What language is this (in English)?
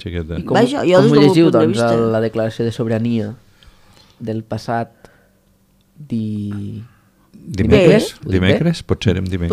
Catalan